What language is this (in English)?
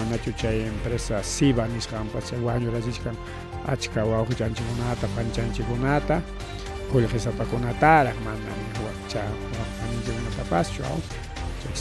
Ayacucho Quechua